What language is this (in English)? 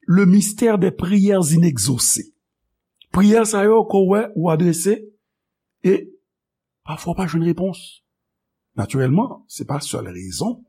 Haitian Creole